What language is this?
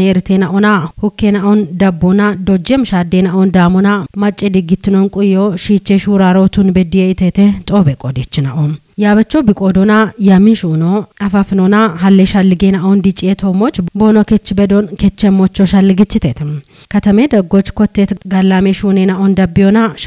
Kafa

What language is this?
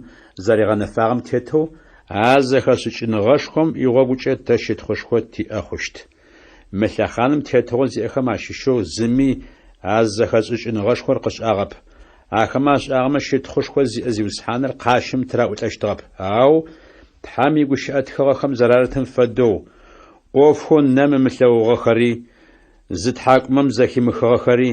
Adyghe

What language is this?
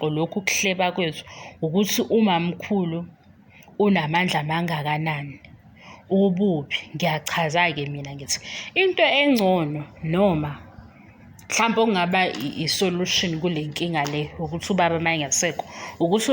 Zulu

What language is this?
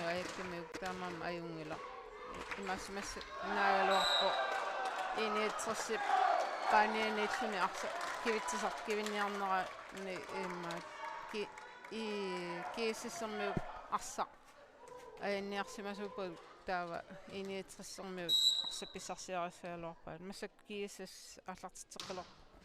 Kalaallisut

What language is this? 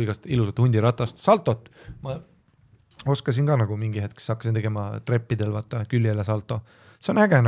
Estonian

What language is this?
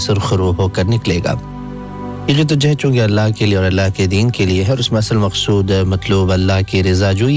Urdu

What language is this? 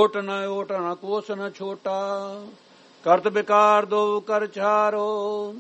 Punjabi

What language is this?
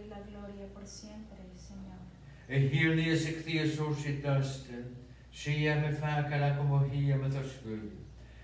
Scottish Gaelic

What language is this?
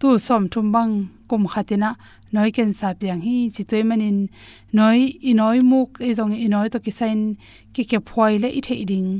Tedim Chin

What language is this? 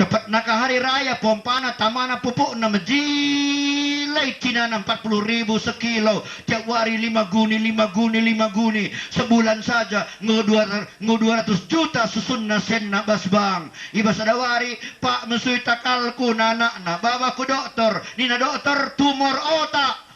Batak Karo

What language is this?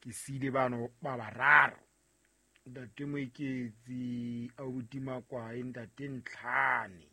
Southern Sotho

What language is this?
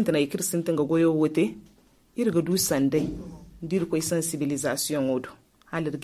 Zarma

